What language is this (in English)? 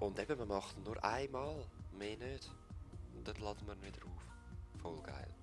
Swiss German